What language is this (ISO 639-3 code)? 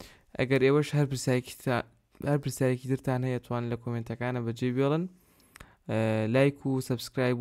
ckb